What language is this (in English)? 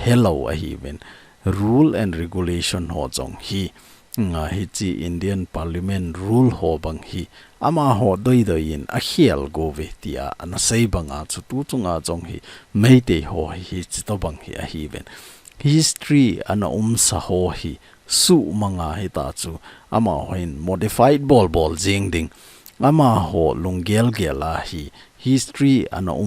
Thado Chin